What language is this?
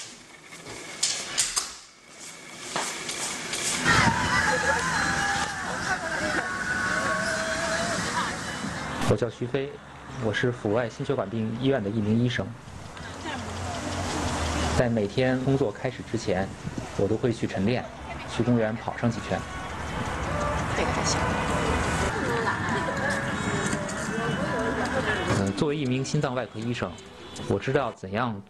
Chinese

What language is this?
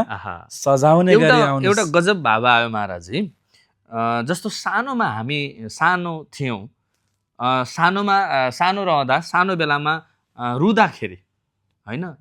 Nepali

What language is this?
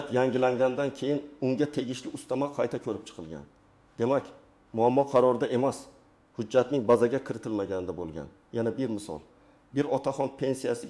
Uzbek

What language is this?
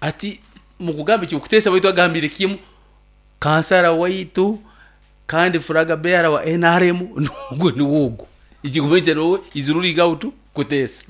Nyankole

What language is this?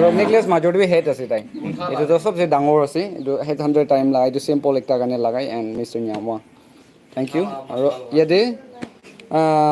Naga Pidgin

